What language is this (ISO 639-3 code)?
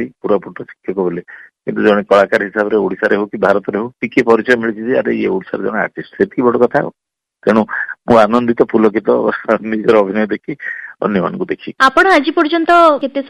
ori